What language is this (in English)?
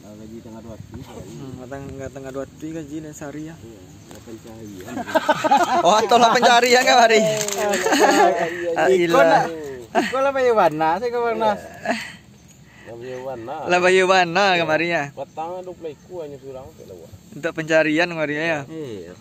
Minangkabau